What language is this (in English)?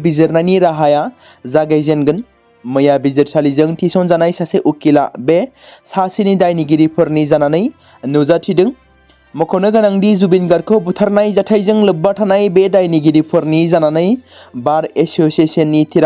Bodo